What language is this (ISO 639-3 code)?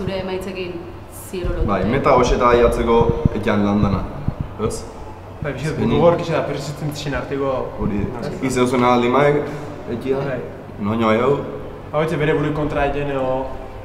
eus